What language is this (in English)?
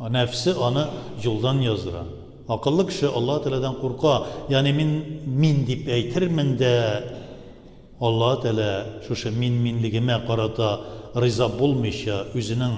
Tatar